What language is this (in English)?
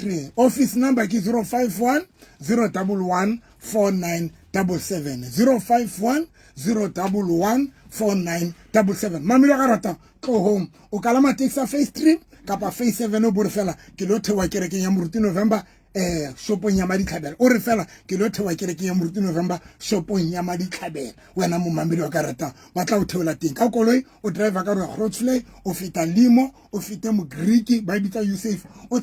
Southern Sotho